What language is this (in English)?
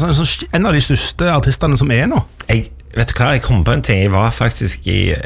Norwegian